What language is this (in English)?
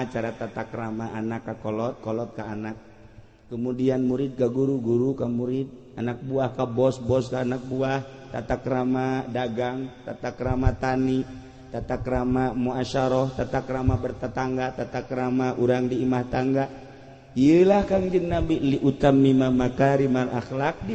Sundanese